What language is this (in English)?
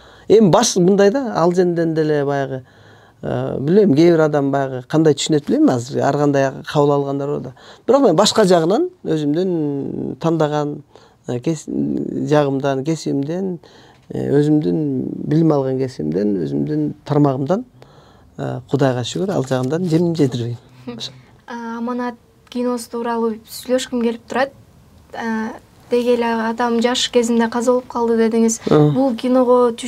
Kyrgyz